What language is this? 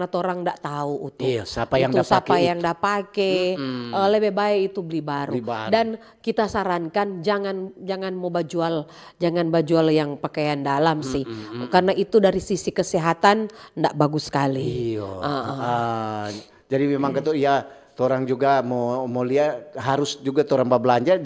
Manado Malay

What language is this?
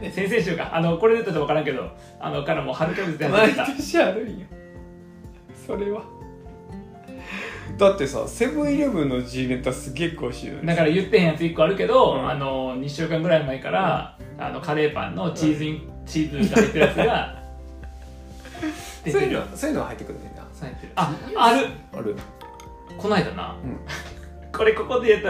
Japanese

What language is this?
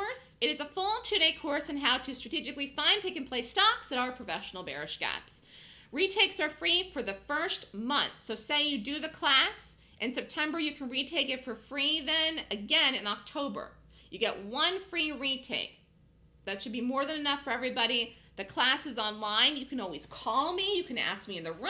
English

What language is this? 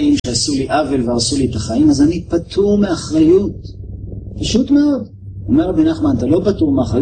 Hebrew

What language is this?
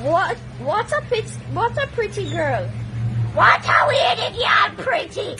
Jamaican Creole English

